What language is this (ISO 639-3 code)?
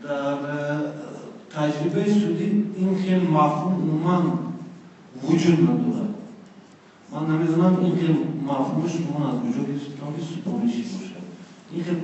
tgk